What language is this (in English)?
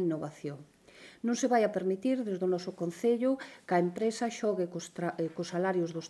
Galician